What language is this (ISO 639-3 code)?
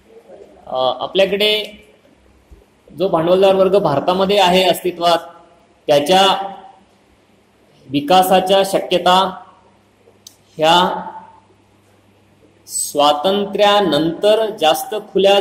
mar